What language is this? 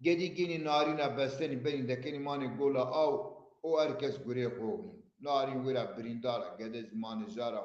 Zaza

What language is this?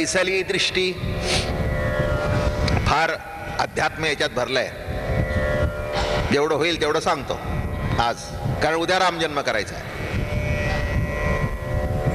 Marathi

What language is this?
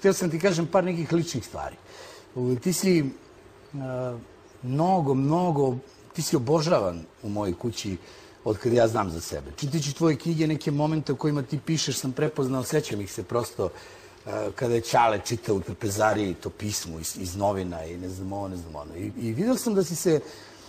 Serbian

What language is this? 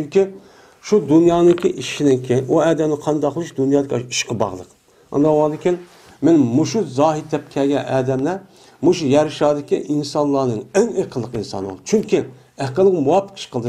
Uyghur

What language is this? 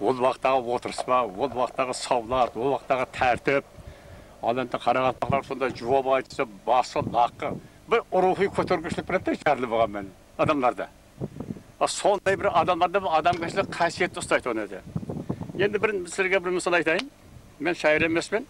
Kara-Kalpak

